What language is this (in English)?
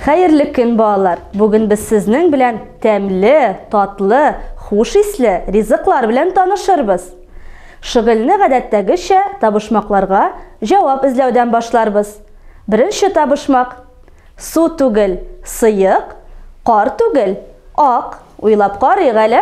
Tatar